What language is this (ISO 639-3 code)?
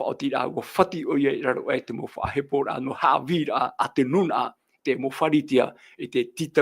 tah